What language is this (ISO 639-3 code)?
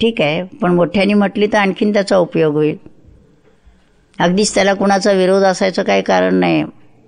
mar